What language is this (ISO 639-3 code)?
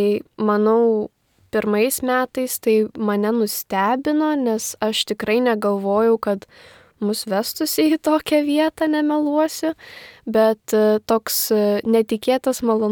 lit